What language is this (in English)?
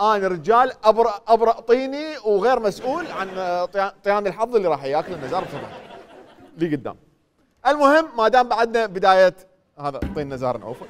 Mesopotamian Arabic